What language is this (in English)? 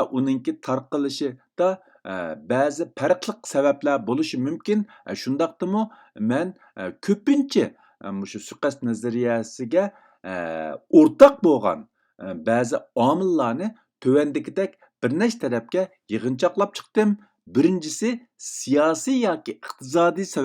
Uyghur